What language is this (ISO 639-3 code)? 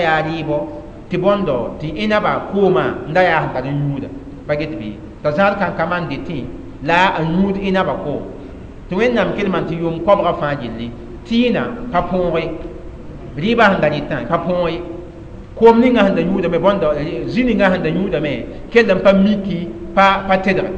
mos